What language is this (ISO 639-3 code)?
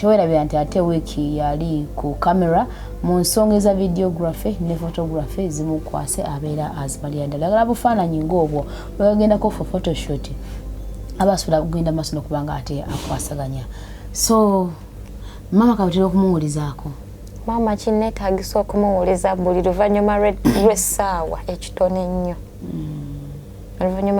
lug